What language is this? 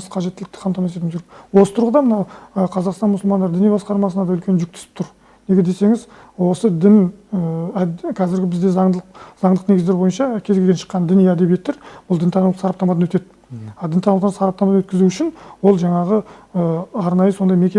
Kazakh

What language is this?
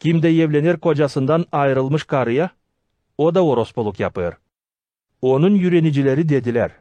Gagauz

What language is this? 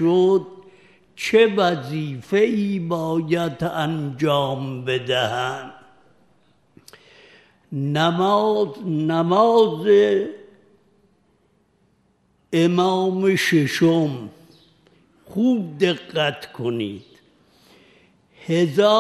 Persian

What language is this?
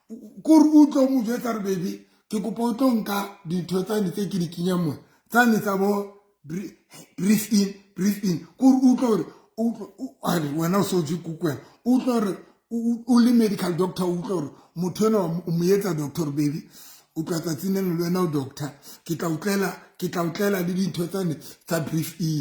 Southern Sotho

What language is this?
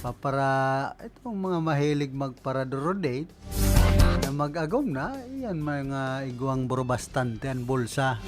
Bikol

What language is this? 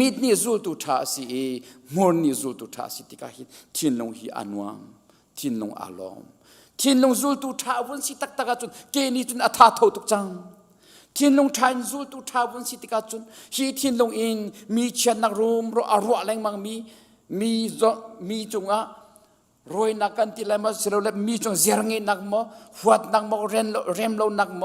Hakha Chin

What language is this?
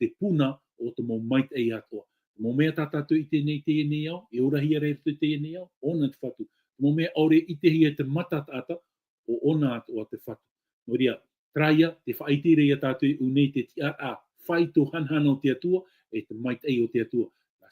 Tahitian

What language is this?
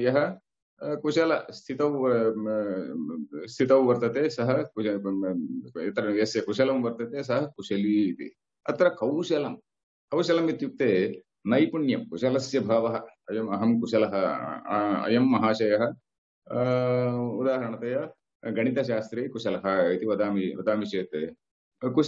Sanskrit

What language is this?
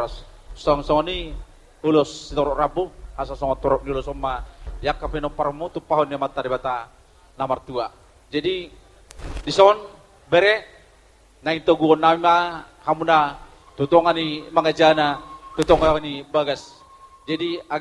Batak Toba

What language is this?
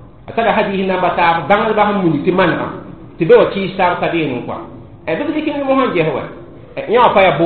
Mossi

